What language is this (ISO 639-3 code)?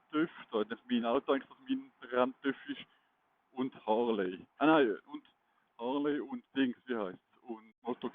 gsw